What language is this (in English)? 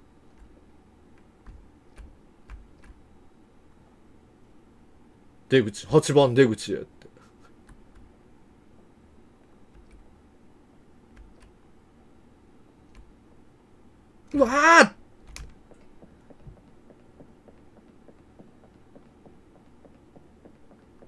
Japanese